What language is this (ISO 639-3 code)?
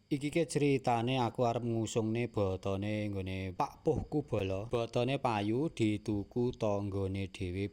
jav